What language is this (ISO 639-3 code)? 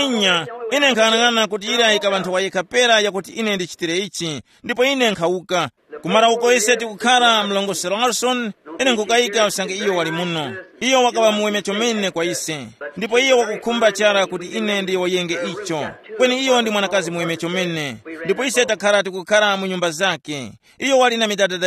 tum